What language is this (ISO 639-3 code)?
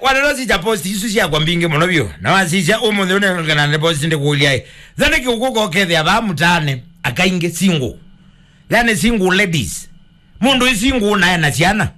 kam